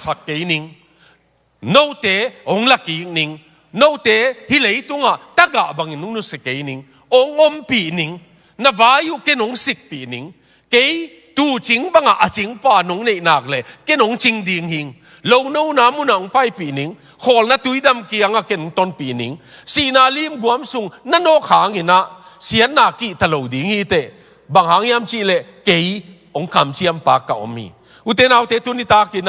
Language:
Tedim Chin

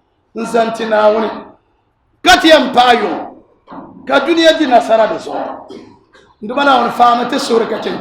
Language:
Dagbani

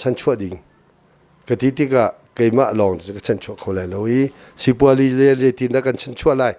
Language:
Hakha Chin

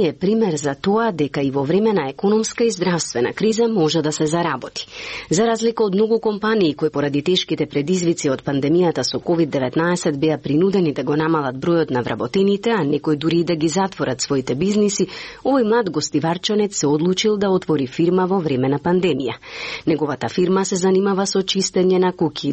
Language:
Macedonian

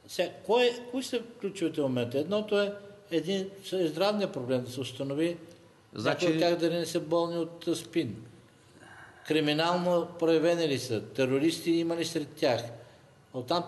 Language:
Bulgarian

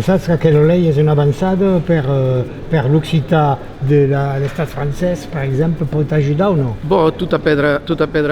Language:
Occitan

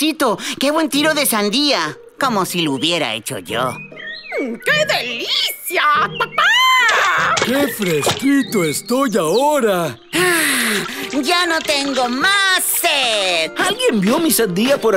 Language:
Spanish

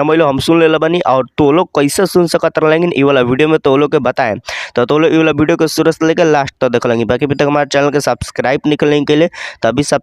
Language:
Bhojpuri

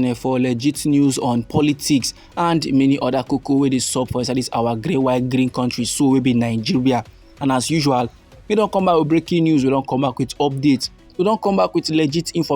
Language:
Nigerian Pidgin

